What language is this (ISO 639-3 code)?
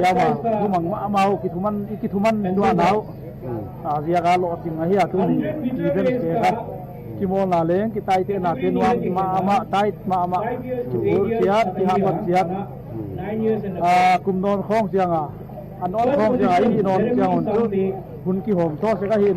pck